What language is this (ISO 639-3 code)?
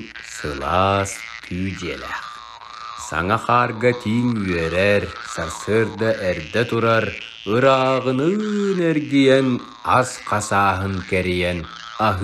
sah